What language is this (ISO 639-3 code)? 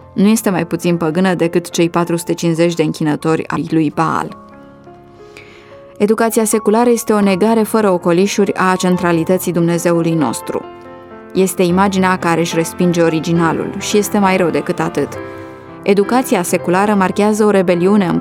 ron